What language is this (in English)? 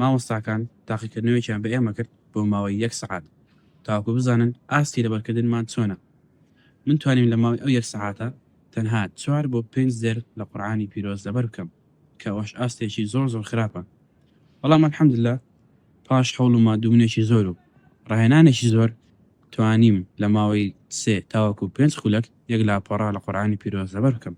Central Kurdish